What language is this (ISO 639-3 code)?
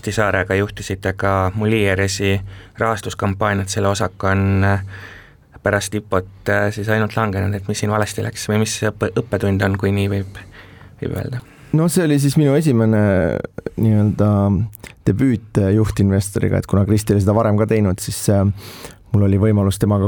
est